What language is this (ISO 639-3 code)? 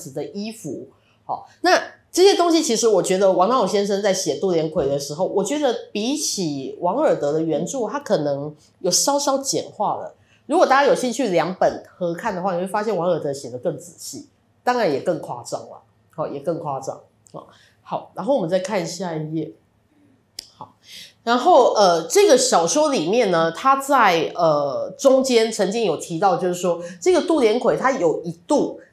zho